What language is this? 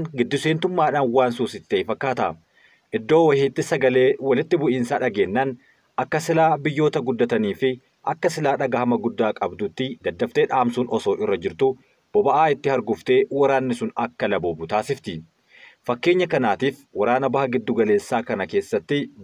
Oromo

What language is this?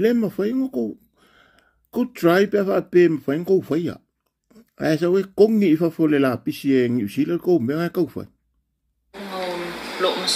Samoan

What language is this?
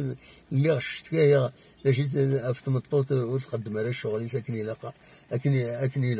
Kabyle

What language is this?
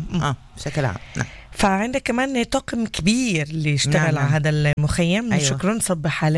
North Levantine Arabic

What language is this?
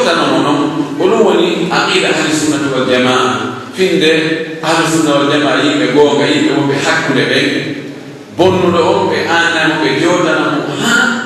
Pular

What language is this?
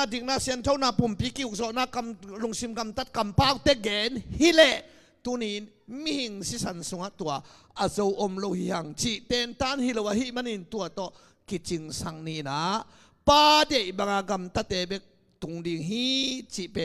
Tedim Chin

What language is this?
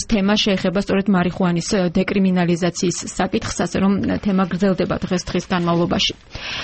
Georgian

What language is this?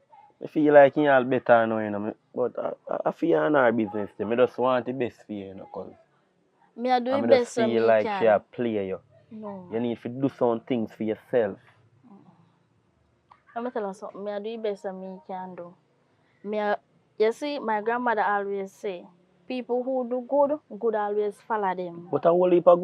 Jamaican Creole English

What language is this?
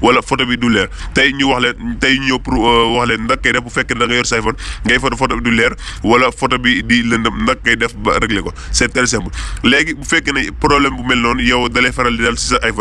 Wolof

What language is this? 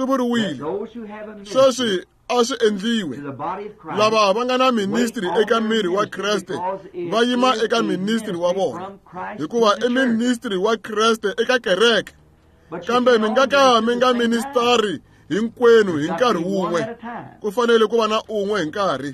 Tsonga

